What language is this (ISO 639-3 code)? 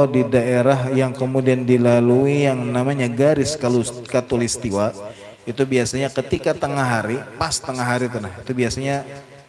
bjn